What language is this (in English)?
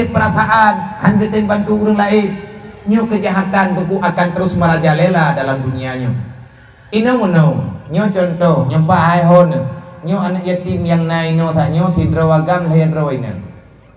Achinese